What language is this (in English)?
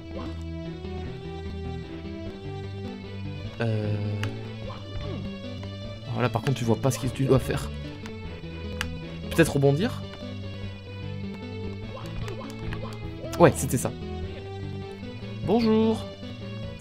French